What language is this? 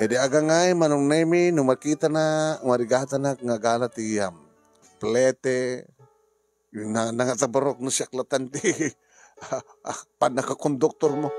Iloko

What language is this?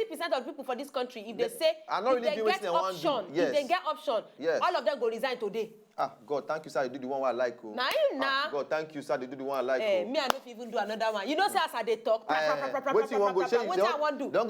Nigerian Pidgin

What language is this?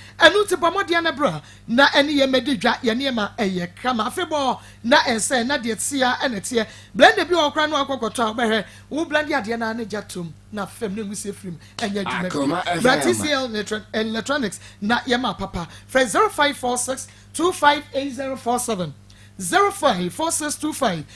Akan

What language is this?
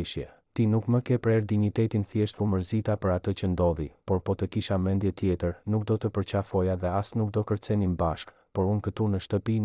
Albanian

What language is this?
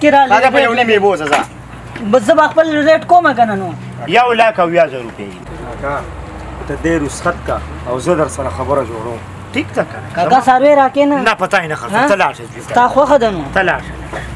Pashto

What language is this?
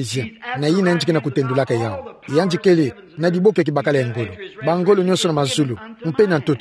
Kituba (Democratic Republic of Congo)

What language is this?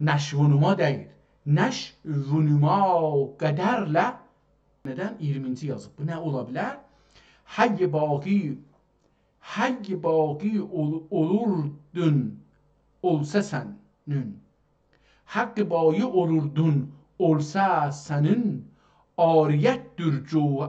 South Azerbaijani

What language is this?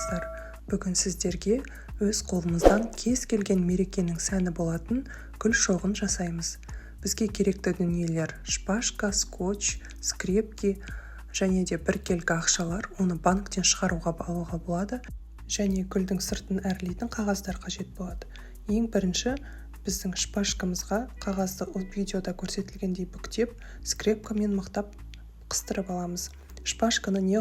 Kazakh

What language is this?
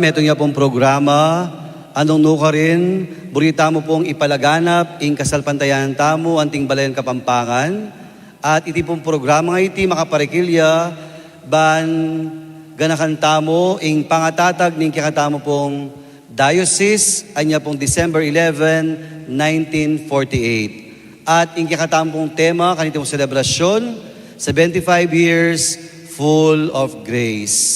Pampanga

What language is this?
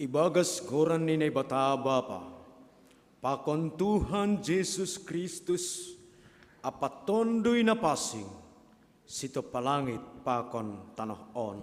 Batak Simalungun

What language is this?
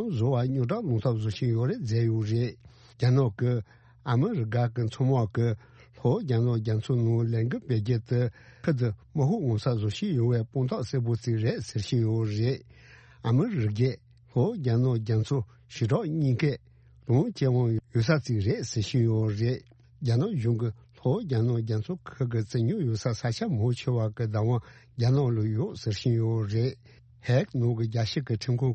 Tibetan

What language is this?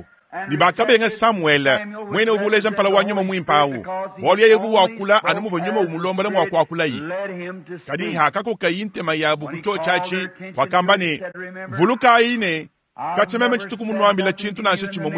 Luba-Lulua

